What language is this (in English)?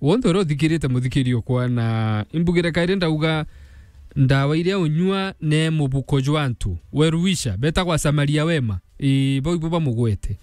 Meru